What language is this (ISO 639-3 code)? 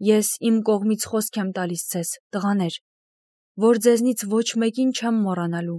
hye